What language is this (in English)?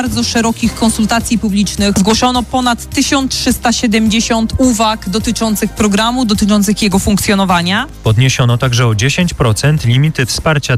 Polish